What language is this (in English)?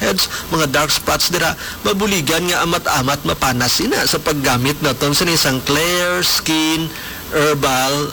Hiligaynon